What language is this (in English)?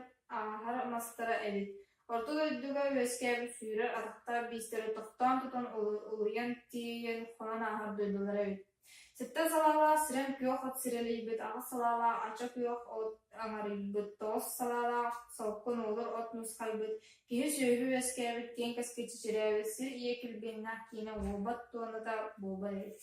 Yakut